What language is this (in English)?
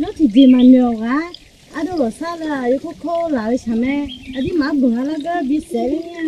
Akha